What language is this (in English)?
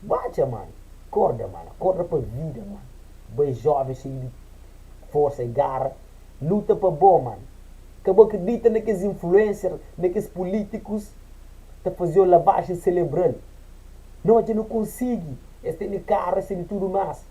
Kabuverdianu